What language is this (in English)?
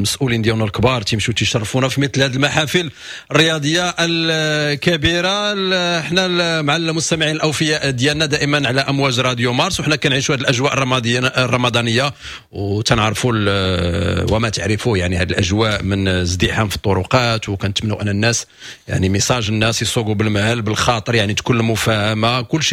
Moroccan Arabic